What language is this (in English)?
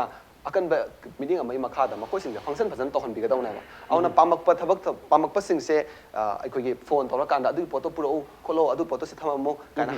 Manipuri